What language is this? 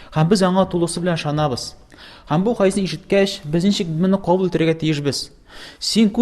Tatar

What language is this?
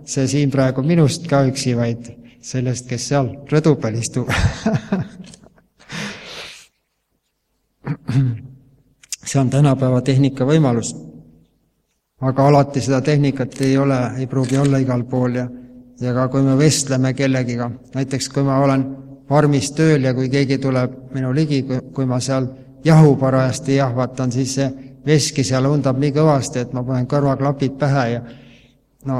Estonian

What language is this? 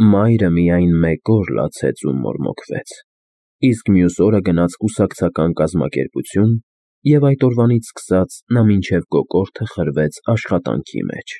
Armenian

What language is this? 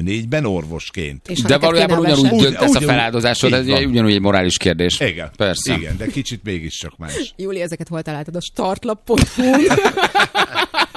Hungarian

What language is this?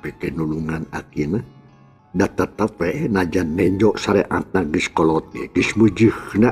Sundanese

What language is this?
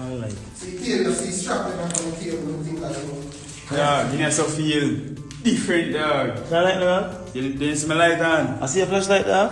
Jamaican Creole English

